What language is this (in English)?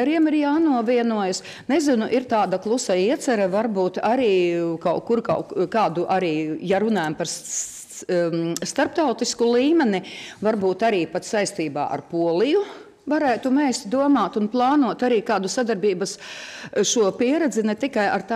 Latvian